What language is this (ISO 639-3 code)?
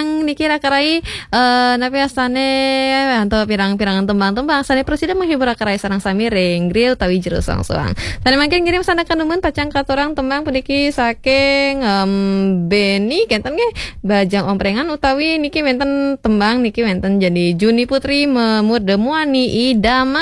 ban